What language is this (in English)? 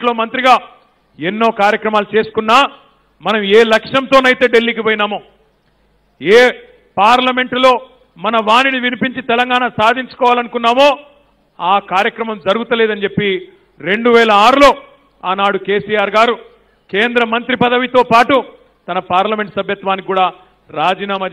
Telugu